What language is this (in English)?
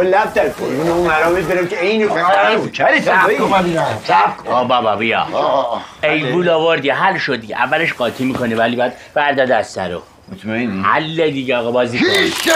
Persian